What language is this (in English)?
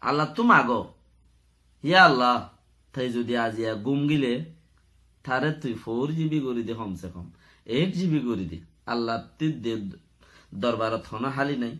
Rohingya